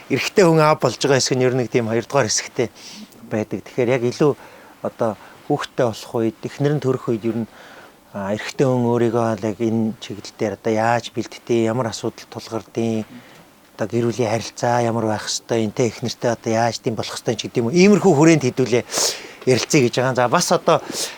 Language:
Mongolian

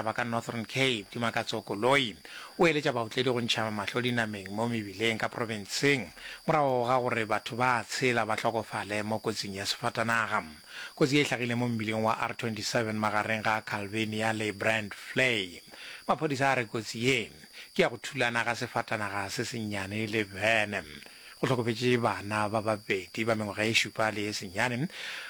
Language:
Northern Sotho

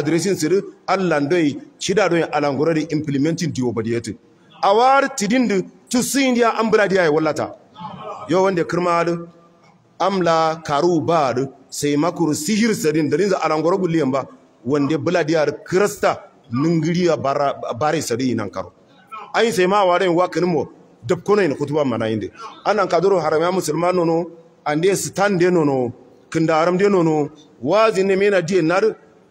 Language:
Hausa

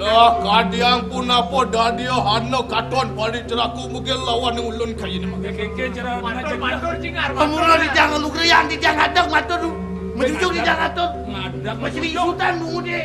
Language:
Balinese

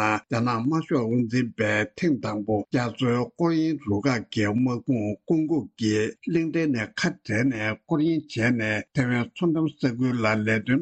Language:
Tibetan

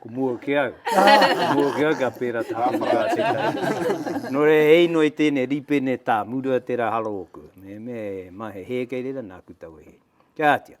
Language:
Māori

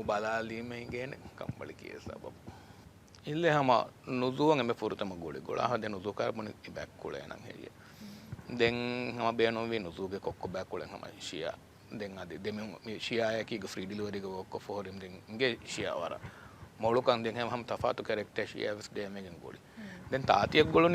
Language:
Divehi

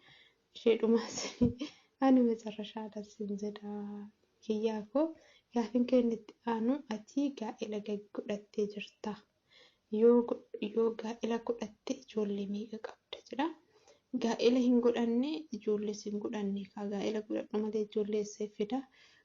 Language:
Oromo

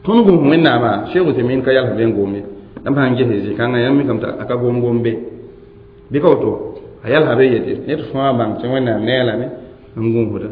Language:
Mossi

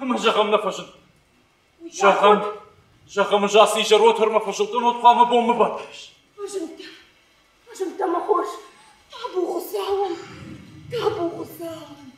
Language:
Ossetic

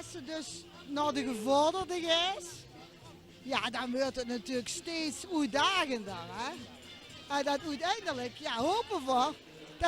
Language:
Limburgish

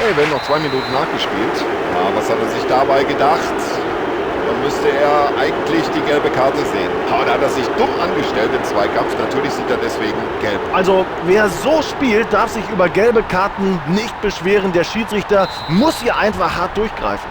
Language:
Bavarian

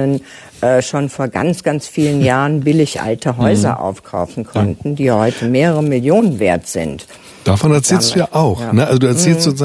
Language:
German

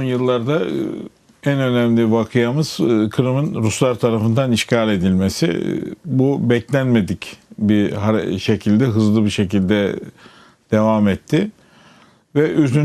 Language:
Crimean Tatar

